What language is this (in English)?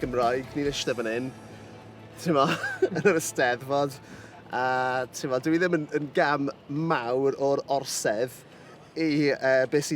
Welsh